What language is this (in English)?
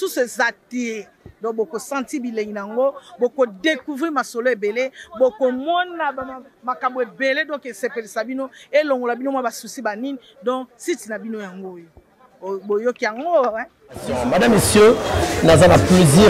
Lingala